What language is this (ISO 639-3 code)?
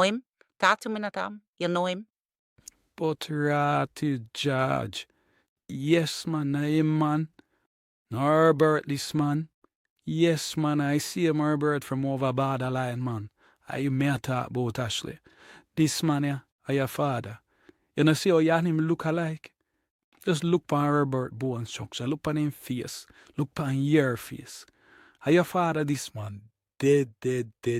jam